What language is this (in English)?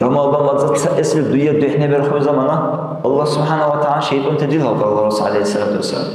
Dargwa